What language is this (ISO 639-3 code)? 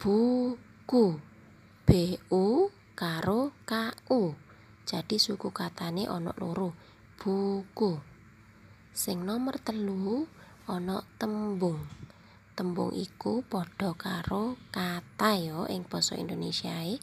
jav